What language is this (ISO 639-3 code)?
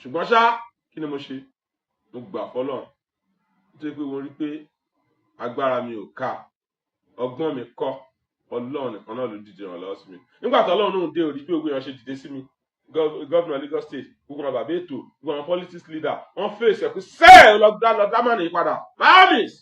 yor